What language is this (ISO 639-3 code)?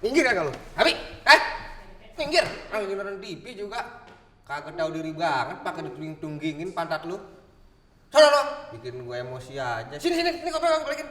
bew